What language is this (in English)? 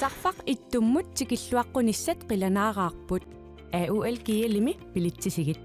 Kalaallisut